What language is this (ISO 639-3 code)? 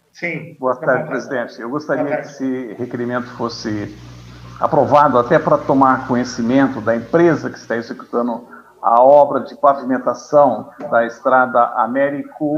por